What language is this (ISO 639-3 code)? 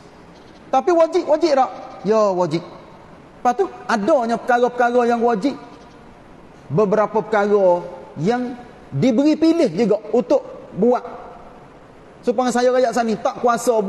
msa